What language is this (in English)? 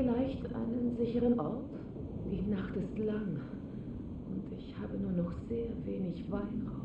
Bavarian